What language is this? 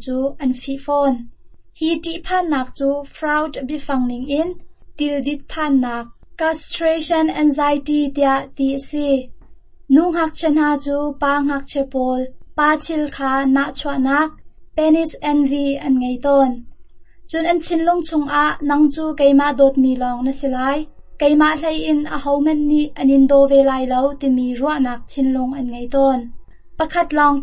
Hakha Chin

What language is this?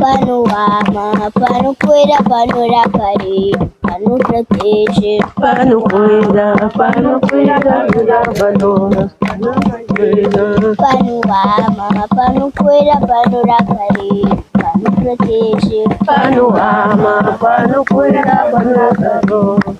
Kabuverdianu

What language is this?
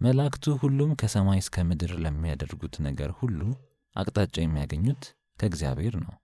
Amharic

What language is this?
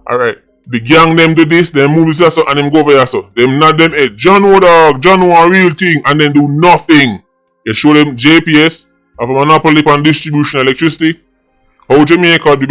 Jamaican Creole English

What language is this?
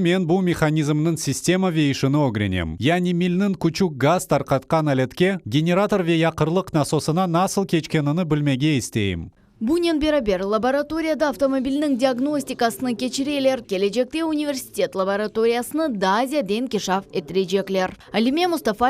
Crimean Tatar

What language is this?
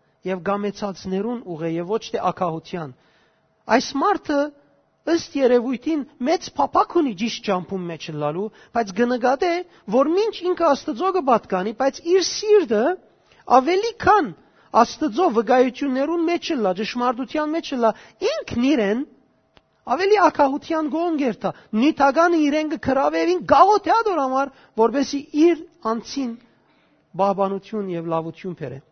Western Armenian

